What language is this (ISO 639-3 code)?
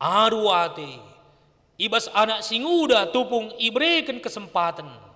btx